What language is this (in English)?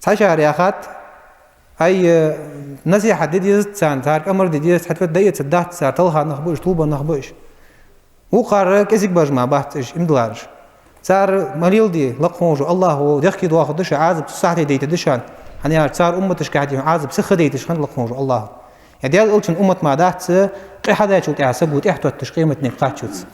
Ingush